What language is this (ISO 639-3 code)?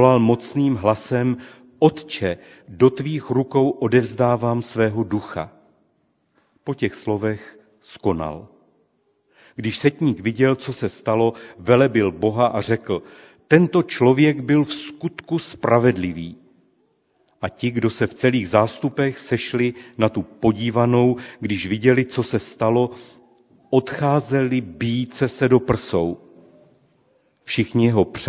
ces